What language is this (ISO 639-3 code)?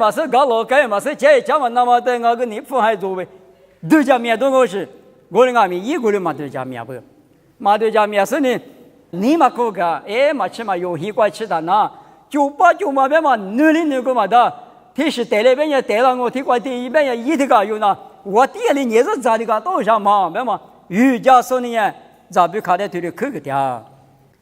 lis